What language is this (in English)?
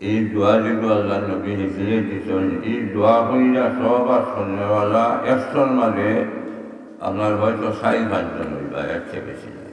Sylheti